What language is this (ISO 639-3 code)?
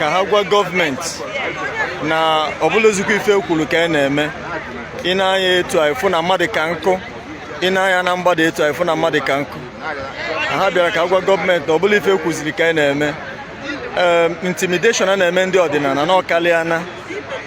ibo